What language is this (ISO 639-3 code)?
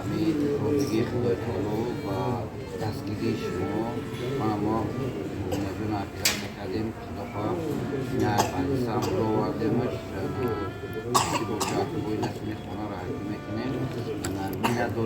tgk